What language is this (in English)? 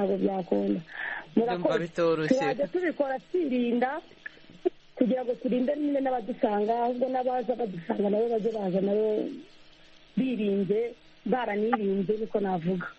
Kinyarwanda